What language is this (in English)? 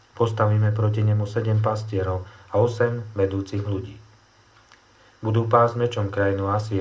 Slovak